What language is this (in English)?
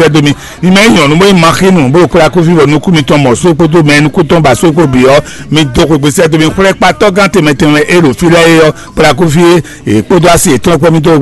Fon